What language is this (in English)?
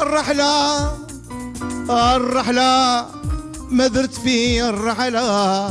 Algerian Arabic